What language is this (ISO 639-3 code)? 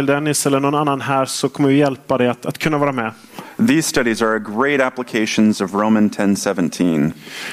swe